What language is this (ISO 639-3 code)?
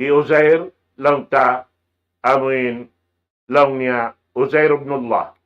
tsg